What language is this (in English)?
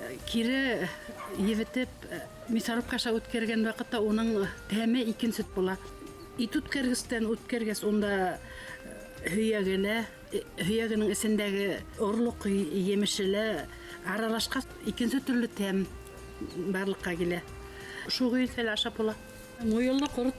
Bashkir